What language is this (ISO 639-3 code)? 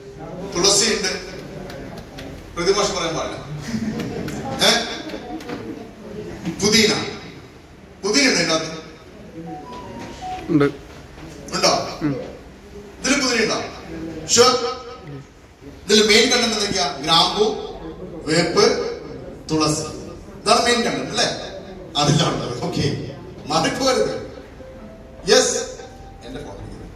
mal